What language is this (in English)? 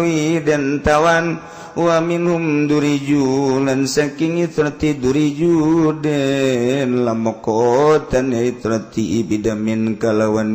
Sundanese